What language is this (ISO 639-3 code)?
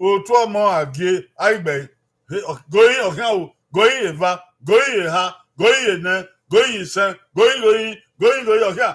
bin